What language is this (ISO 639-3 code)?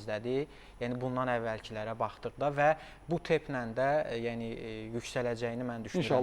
aze